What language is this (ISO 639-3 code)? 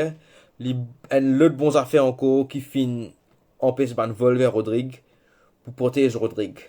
mfe